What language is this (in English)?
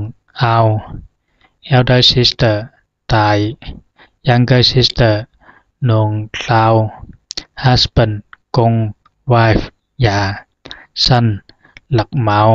Zhuang